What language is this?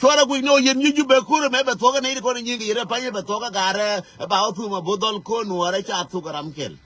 Nuer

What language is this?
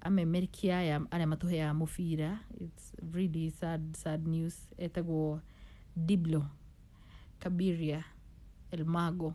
Kikuyu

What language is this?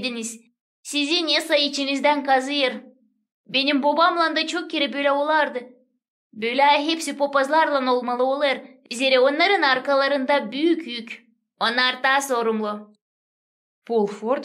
Gagauz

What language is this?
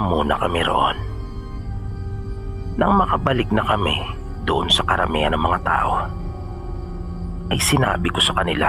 Filipino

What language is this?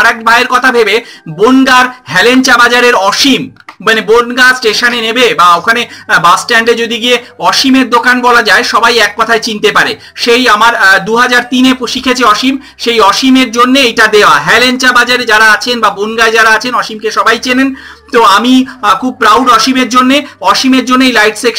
Bangla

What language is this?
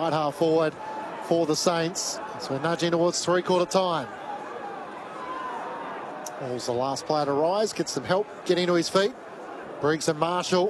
English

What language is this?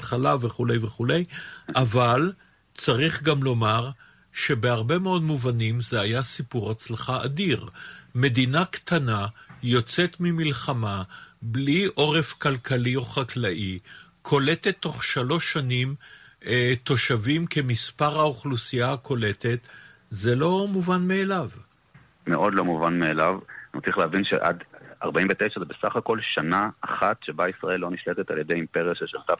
Hebrew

